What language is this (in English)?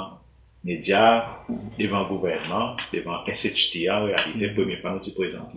Seselwa Creole French